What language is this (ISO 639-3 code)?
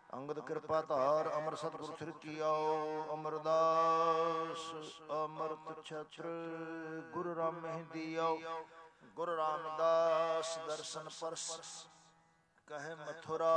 pan